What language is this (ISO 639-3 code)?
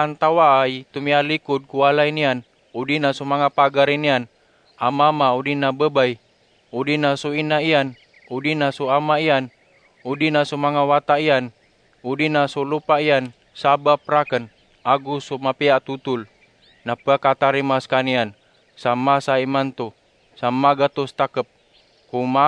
mrw